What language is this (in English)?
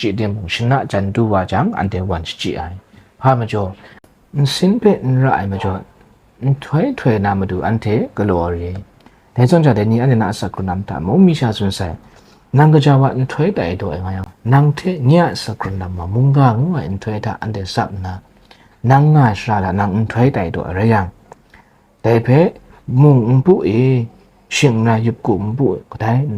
Kachin